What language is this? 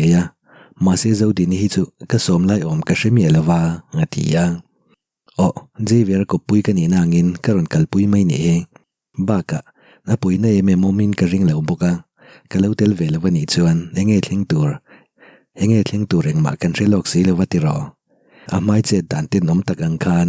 Mizo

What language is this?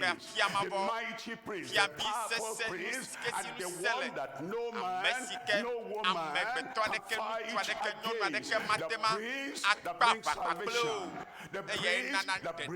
Ewe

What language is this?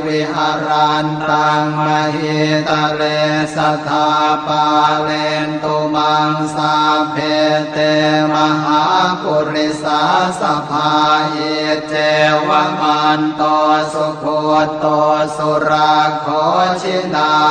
Pali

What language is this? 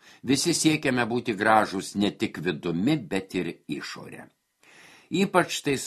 Lithuanian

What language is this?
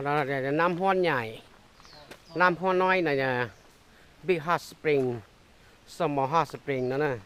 Hmong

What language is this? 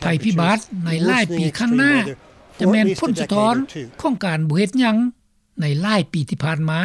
Lao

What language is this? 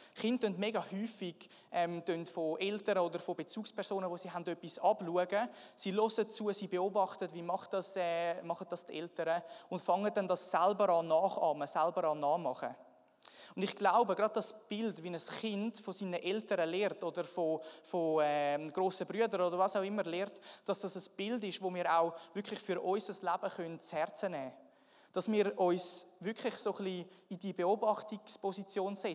Swiss German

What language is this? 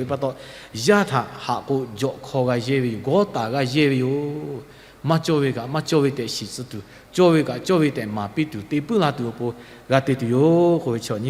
Lahu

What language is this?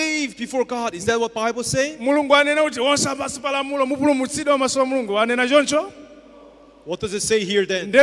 Nyanja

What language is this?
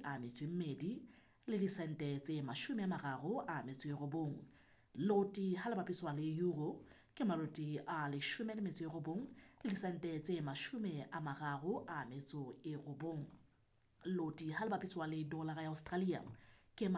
Southern Sotho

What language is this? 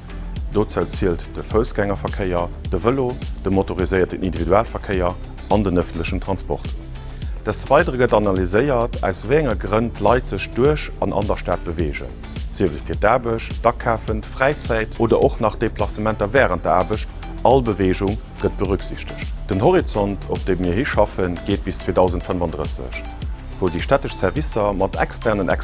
Luxembourgish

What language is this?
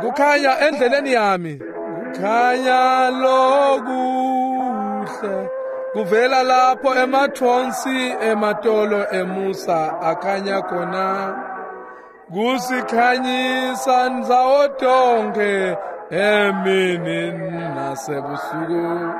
Swati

